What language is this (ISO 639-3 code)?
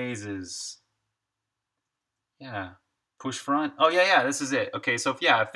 eng